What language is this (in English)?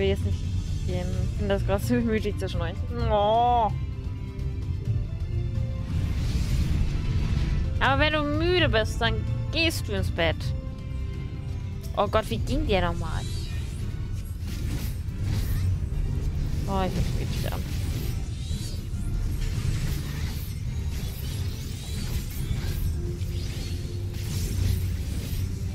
German